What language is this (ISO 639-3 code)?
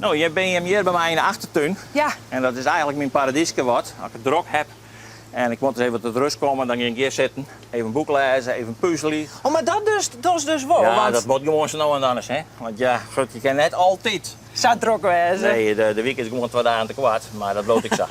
fry